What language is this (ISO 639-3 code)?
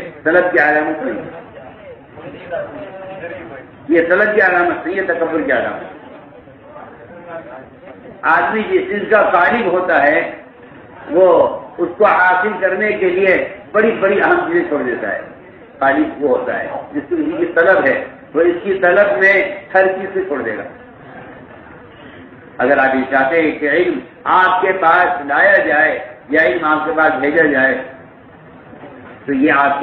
urd